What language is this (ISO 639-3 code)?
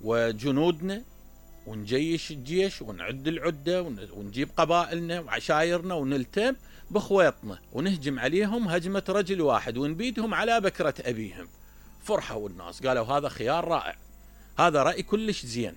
acm